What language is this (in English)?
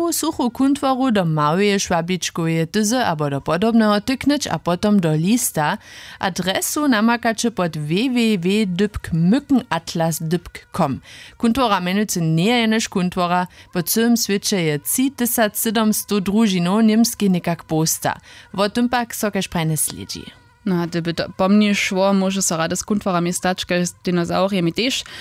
Upper Sorbian